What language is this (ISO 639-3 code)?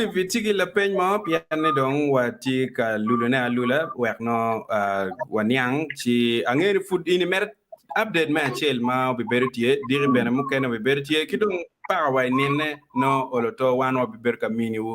ach